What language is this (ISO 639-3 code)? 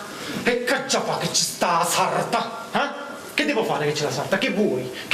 nap